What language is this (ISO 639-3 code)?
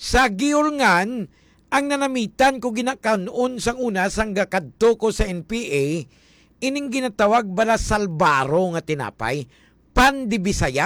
hil